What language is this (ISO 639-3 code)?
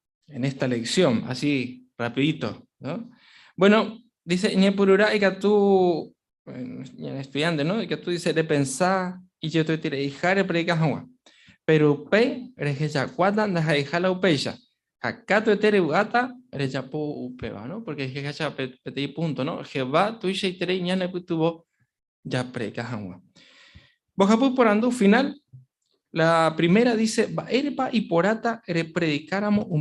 grn